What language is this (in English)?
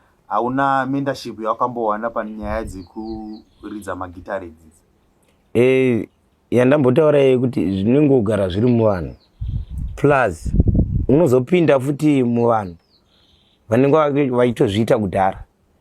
Shona